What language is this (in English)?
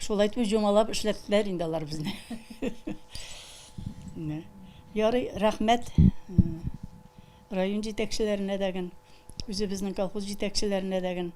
Tatar